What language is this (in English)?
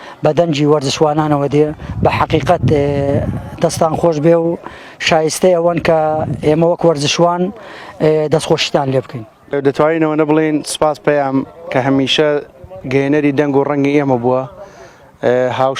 Central Kurdish